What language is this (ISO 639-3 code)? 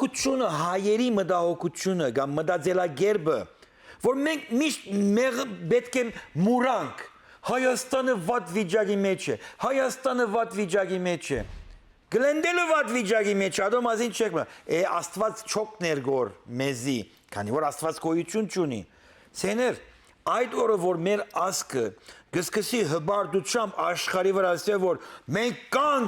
hyw